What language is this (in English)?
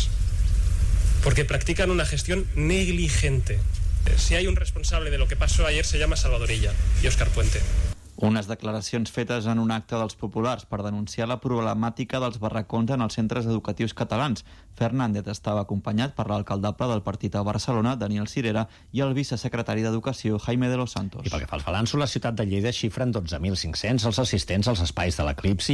Catalan